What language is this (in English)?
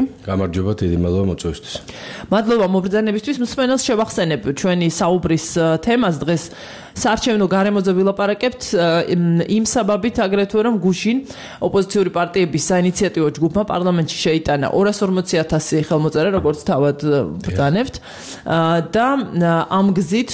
Georgian